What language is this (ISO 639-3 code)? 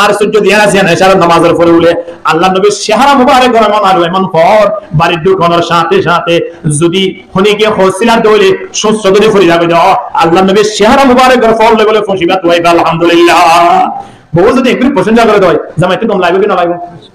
rhg